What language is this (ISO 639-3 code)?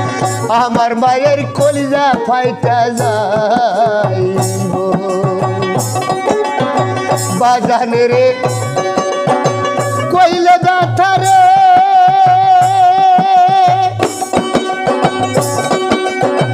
ben